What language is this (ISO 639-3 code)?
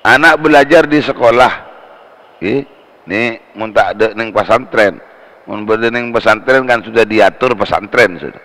mad